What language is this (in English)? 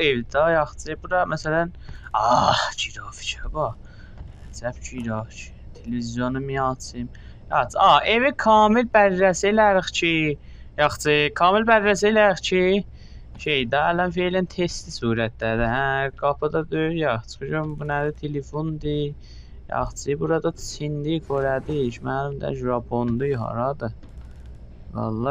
South Azerbaijani